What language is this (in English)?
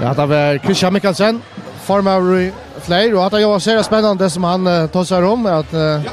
Faroese